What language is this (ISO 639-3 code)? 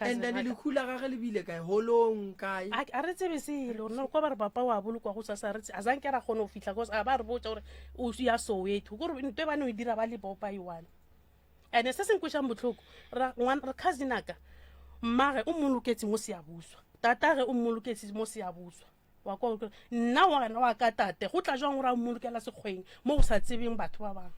nso